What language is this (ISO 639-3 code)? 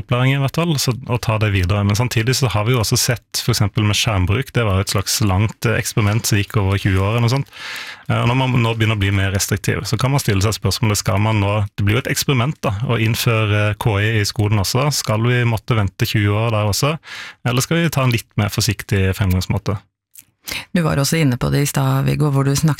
nor